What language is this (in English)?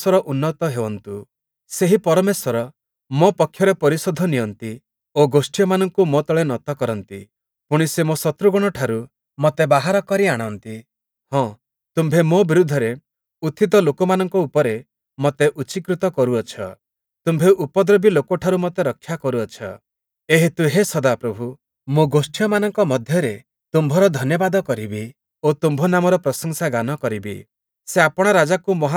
Odia